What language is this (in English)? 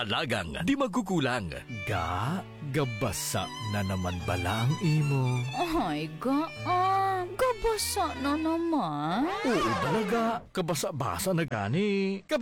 Hiligaynon